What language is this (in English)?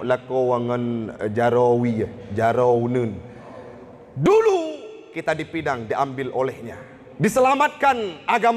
Achinese